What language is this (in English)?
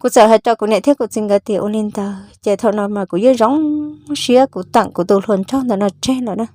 Hmong